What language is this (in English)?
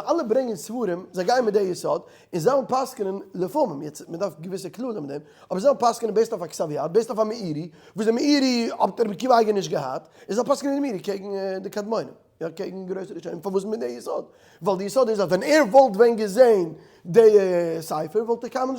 Yiddish